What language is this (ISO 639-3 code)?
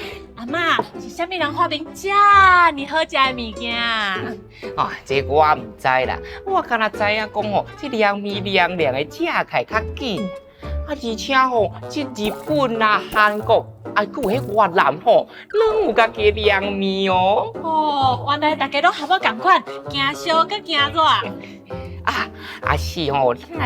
nan